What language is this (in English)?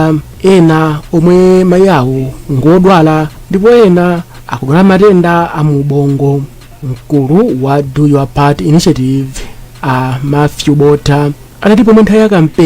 Nyanja